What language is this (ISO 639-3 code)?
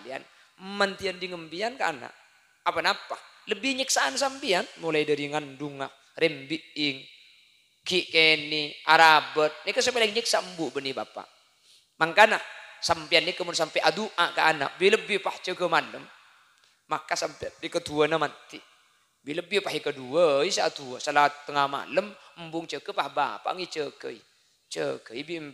mad